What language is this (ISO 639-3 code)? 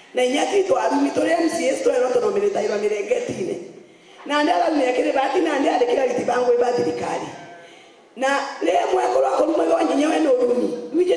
mer